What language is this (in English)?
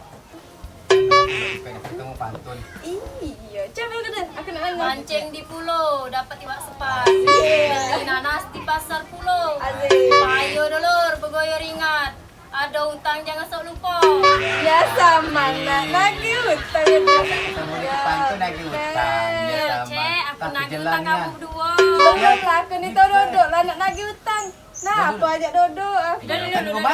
Musi